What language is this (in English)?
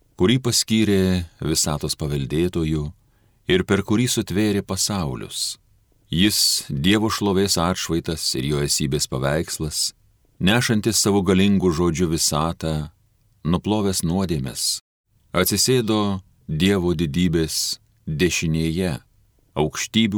Lithuanian